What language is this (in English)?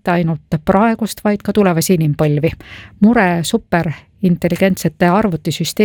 Estonian